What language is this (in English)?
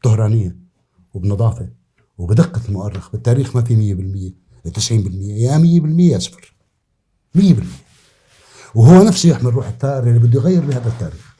North Levantine Arabic